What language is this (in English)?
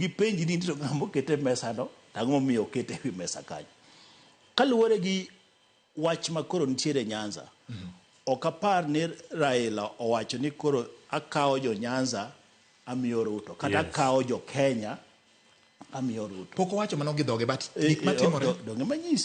Luo (Kenya and Tanzania)